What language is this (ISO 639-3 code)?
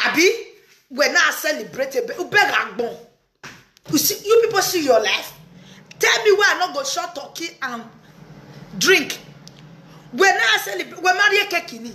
pcm